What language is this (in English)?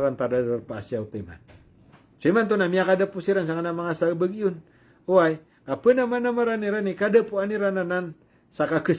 Maranao